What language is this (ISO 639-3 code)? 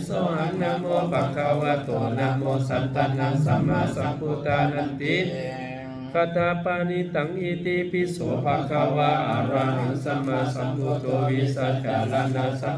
pli